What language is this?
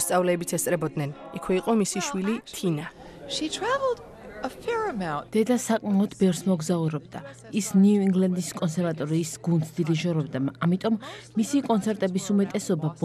Georgian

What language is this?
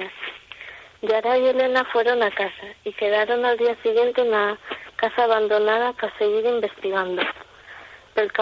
Asturian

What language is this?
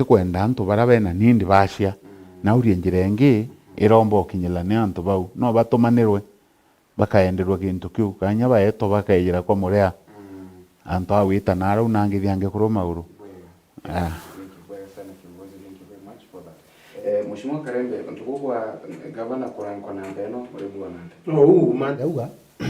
Meru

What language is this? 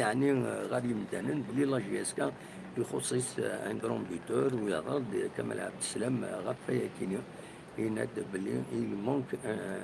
Kabyle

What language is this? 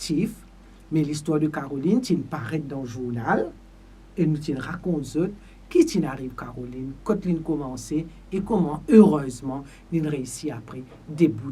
Morisyen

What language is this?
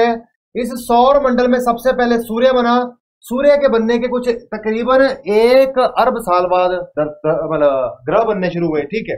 Hindi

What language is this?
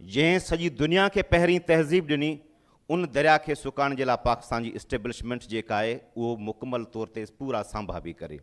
Sindhi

